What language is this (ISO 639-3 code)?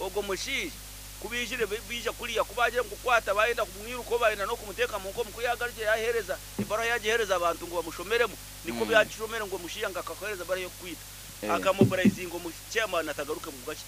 nyn